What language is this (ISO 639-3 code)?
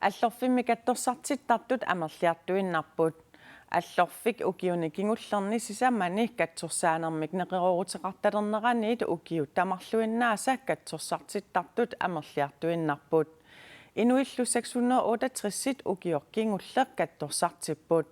kal